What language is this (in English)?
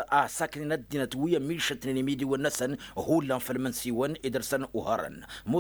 Tamasheq